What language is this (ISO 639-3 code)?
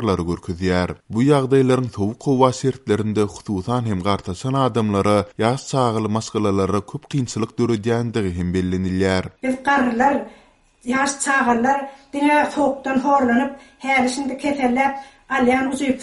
tuk